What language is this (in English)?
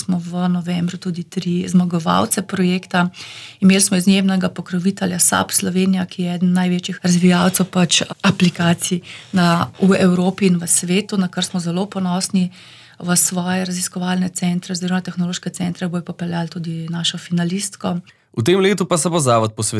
Slovenian